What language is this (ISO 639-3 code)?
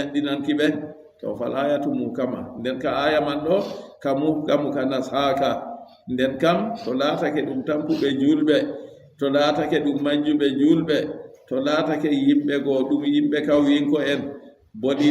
ful